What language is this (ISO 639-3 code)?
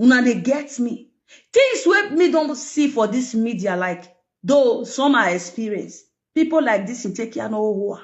pcm